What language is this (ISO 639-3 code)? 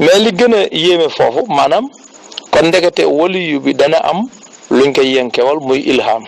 wol